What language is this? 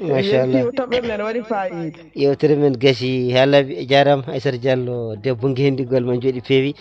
Fula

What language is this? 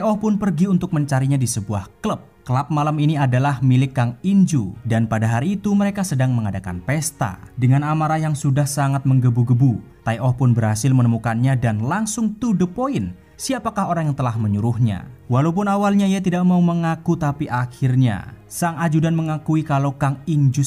Indonesian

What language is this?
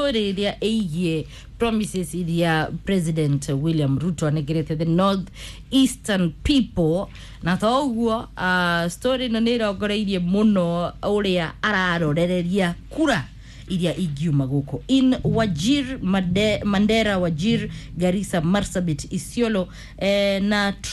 Kikuyu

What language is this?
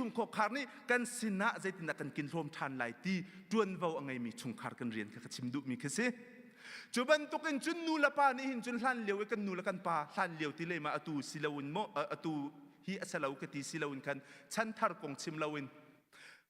Hakha Chin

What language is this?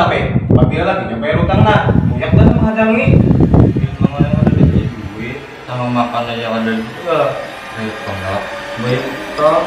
Banjar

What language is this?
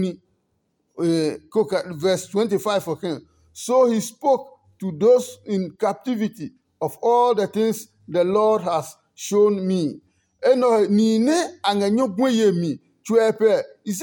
Adangme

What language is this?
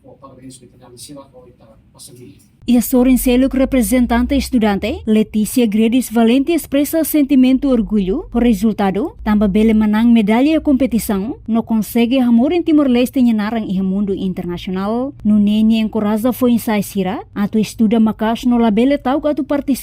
Tetum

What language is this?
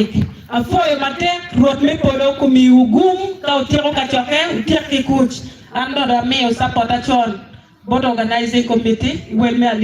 Acoli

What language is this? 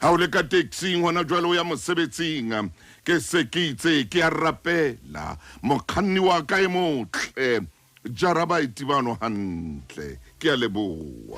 Southern Sotho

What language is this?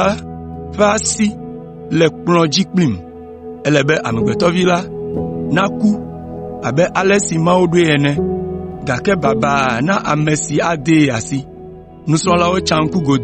Ewe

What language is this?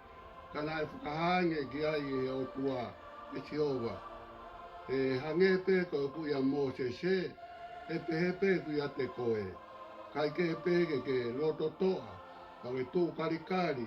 Tongan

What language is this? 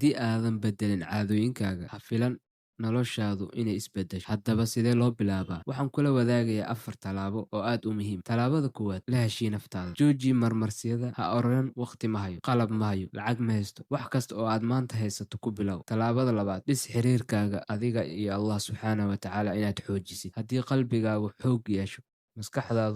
Somali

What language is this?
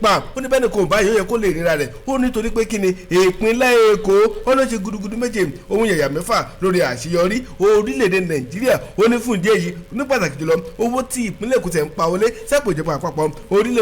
Yoruba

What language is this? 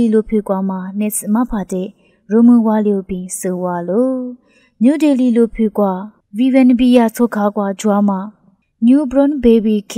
Lisu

